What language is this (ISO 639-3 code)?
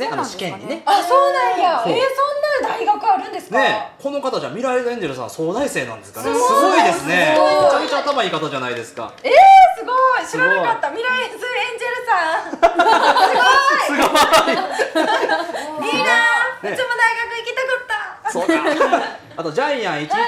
jpn